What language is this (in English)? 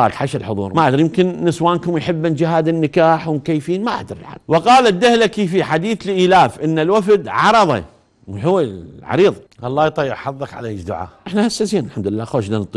Mesopotamian Arabic